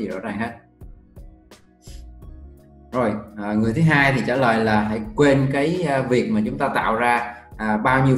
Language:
Vietnamese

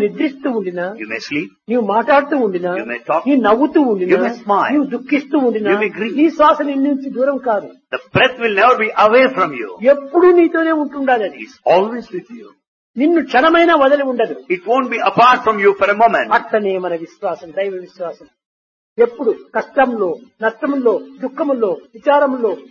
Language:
Telugu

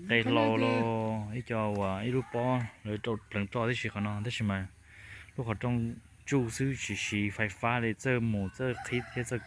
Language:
Hmong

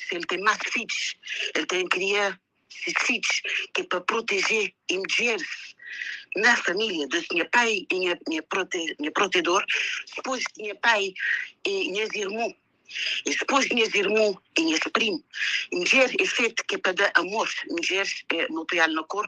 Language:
Kabuverdianu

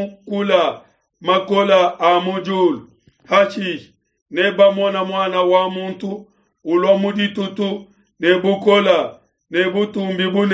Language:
Luba-Lulua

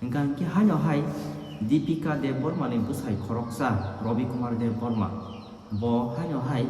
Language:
Kok Borok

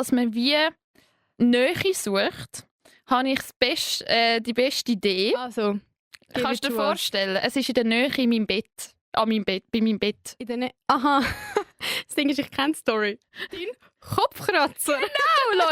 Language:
Swiss German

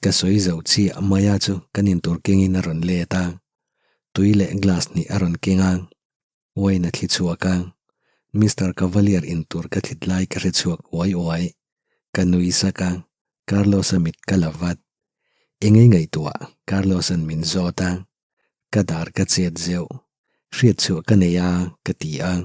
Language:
Mizo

